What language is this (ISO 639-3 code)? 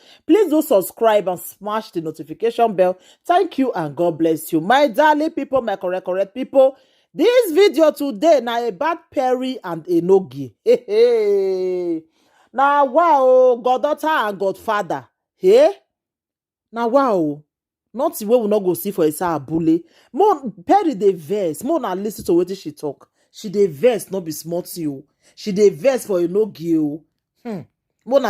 pcm